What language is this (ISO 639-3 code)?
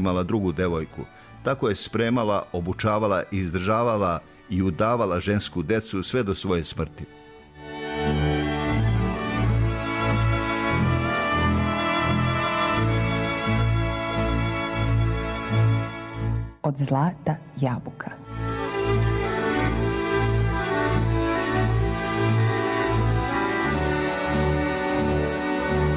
srp